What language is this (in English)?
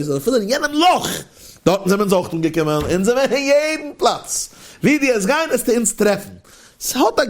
Yiddish